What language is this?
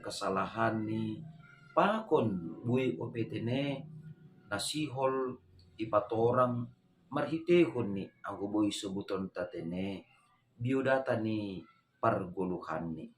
Batak Simalungun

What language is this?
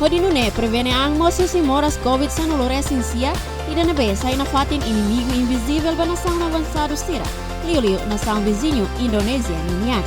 Tetum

